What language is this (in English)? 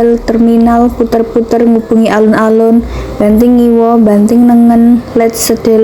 Javanese